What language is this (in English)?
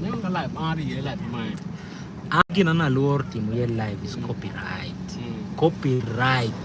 Acoli